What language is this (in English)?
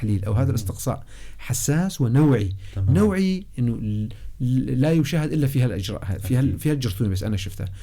North Levantine Arabic